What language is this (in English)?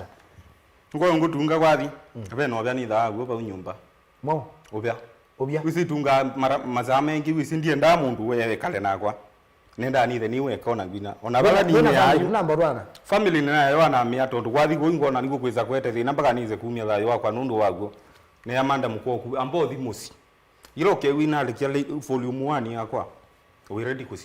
Kamba